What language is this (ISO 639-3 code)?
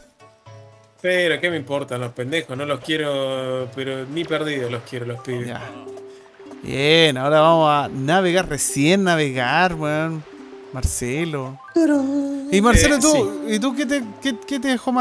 spa